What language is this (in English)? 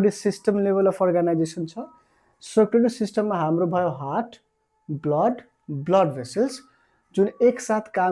Nepali